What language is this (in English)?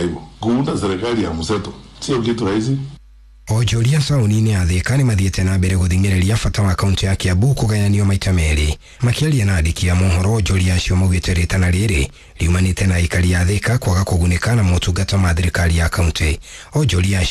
Kikuyu